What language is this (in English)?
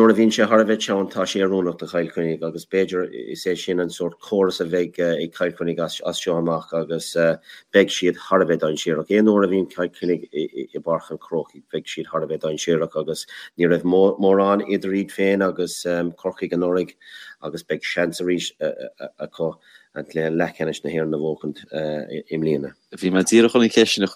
Irish